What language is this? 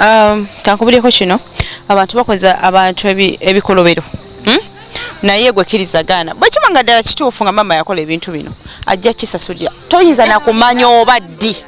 Ganda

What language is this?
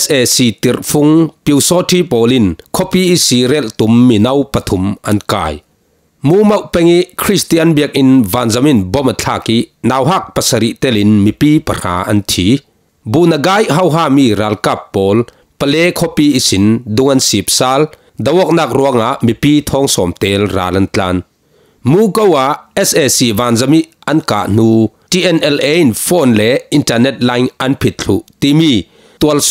Falam Chin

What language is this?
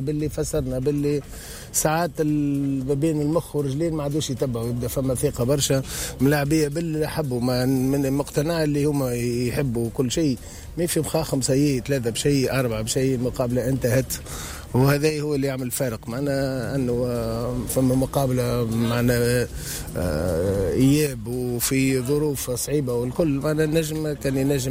Tunisian Arabic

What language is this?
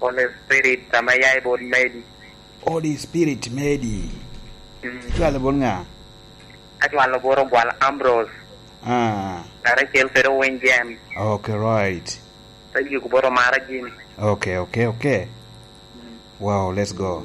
Lango (Uganda)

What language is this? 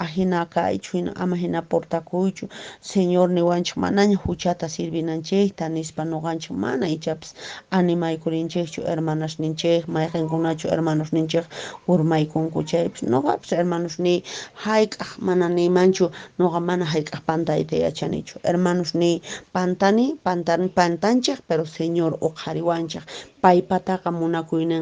Quechua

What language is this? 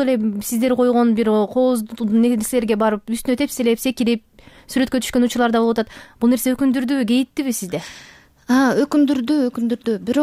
Kyrgyz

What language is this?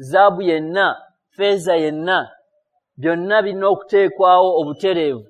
Ganda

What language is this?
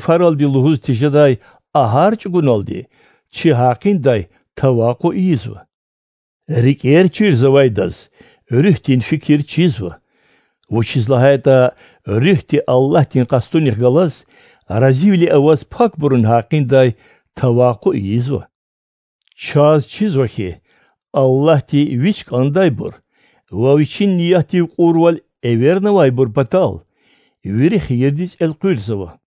Lezghian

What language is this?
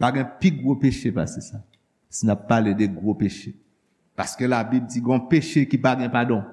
Haitian Creole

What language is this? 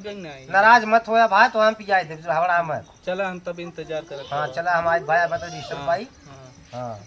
Awadhi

